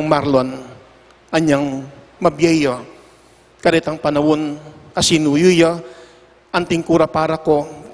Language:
Pampanga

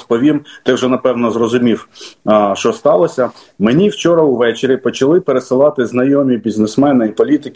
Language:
Ukrainian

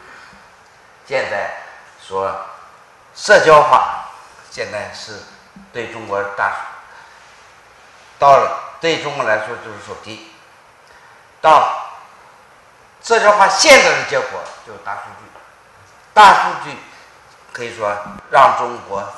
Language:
Chinese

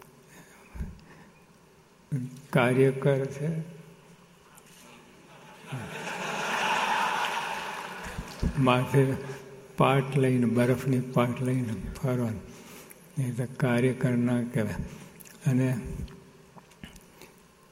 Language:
Gujarati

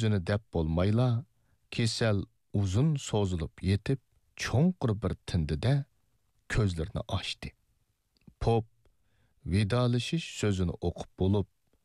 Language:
Uyghur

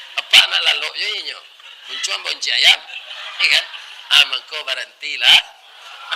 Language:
Minangkabau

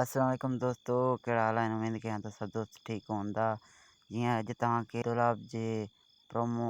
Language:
Sindhi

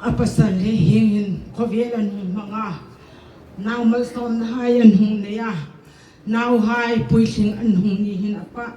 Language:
Hmar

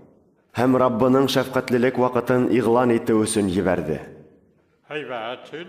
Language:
Bashkir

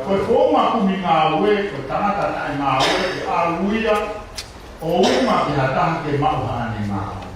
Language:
Tongan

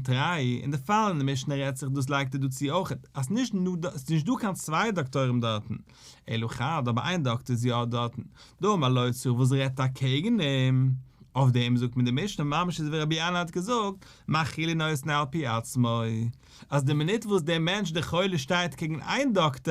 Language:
Yiddish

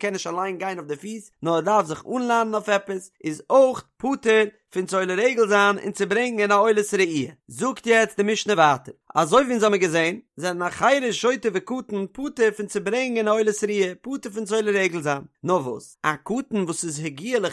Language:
Yiddish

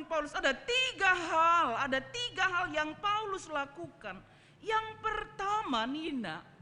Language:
Batak Karo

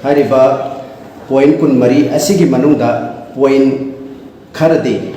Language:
Manipuri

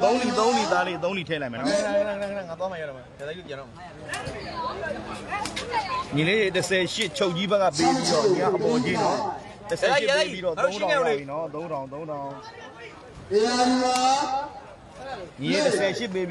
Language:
Burmese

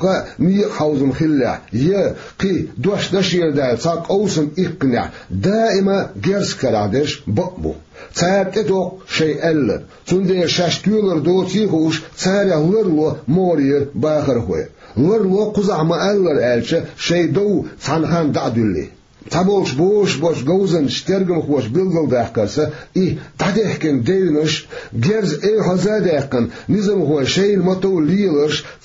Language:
Chechen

